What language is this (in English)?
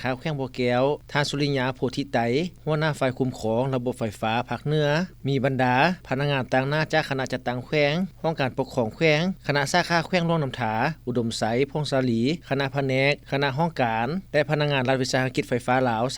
Lao